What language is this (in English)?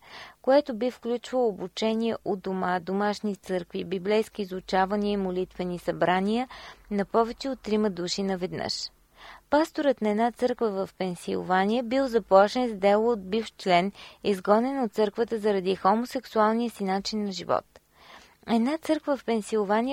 Bulgarian